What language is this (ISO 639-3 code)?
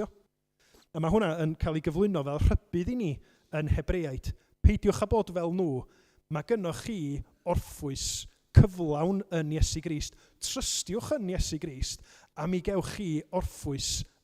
cym